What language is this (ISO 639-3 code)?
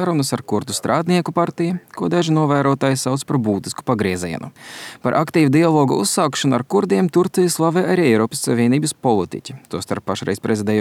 lav